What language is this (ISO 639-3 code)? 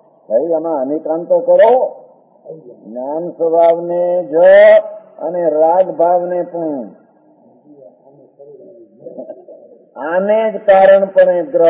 guj